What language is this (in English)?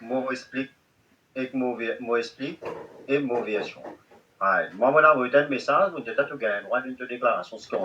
Morisyen